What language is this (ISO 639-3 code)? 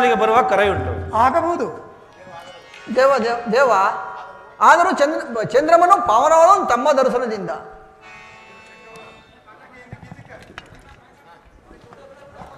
kan